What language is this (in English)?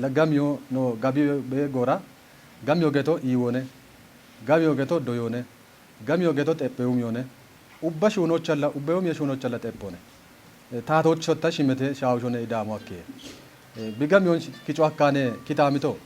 Kafa